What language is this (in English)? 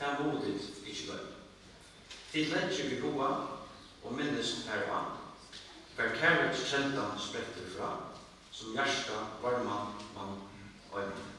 Faroese